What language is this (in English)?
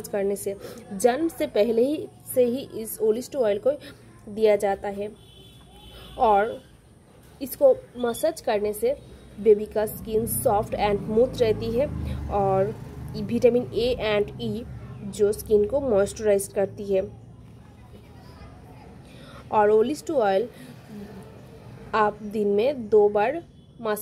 Hindi